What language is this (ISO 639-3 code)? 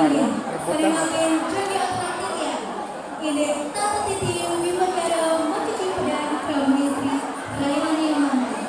ban